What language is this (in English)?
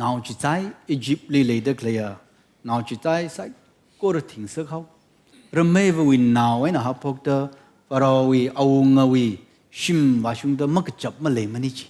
Tangkhul Naga (India)